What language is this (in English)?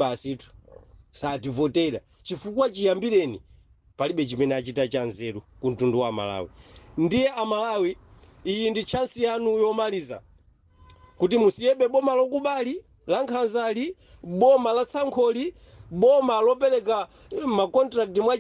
Nyanja